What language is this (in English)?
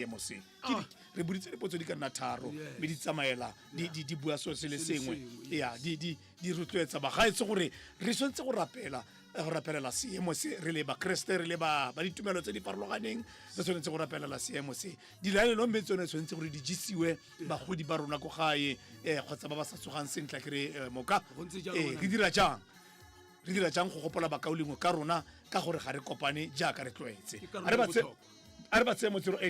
Tswana